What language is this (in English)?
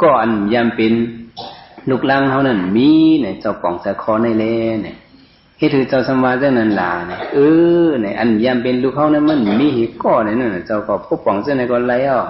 Shan